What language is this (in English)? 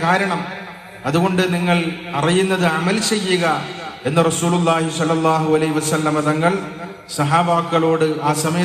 Malayalam